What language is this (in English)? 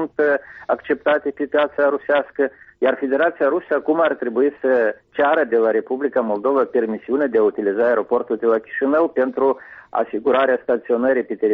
Romanian